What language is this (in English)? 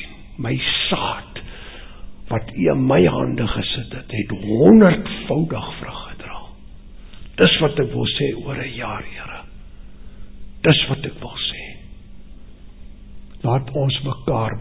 Afrikaans